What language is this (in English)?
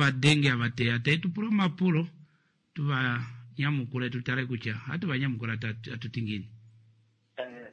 Kuanyama